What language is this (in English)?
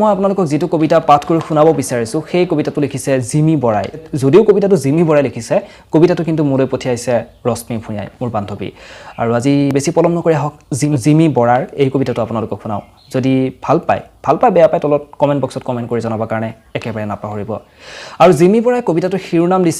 Assamese